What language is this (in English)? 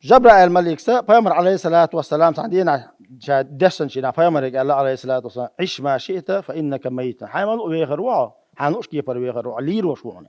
Chechen